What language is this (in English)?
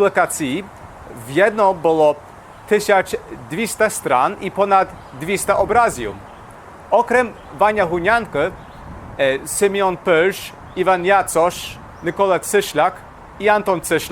Rusyn